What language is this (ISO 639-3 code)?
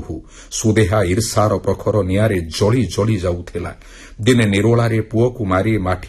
ori